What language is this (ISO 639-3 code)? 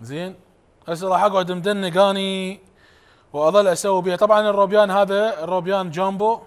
acm